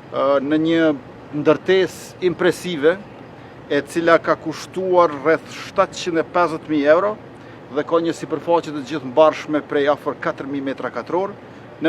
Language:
Albanian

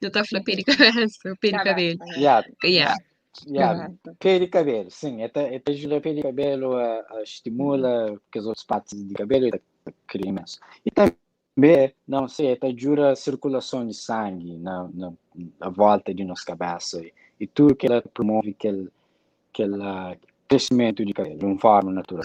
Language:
Kabuverdianu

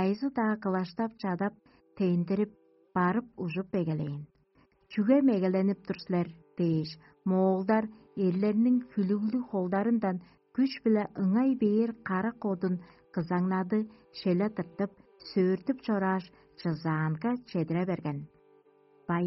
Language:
Tuvinian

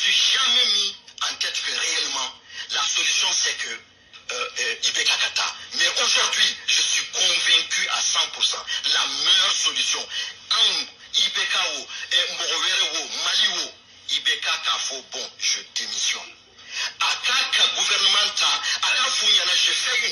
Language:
Bambara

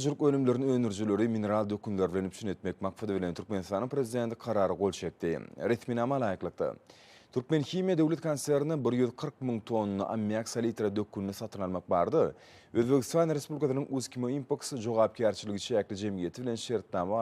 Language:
Turkmen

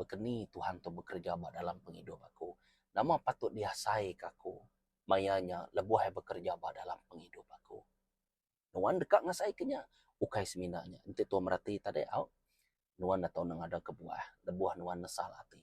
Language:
Iban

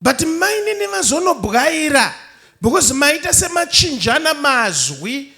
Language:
Shona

